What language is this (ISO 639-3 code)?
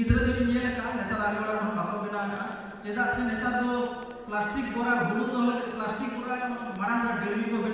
sat